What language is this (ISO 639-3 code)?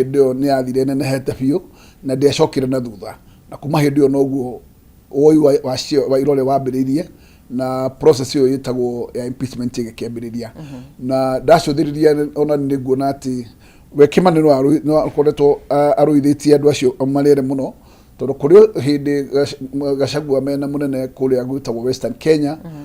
kik